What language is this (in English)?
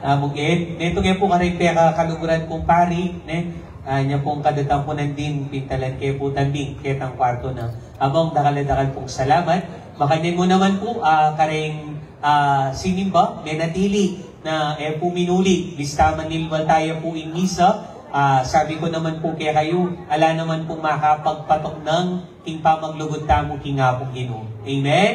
Pampanga